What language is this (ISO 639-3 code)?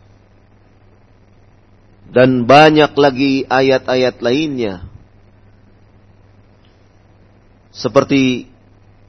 ind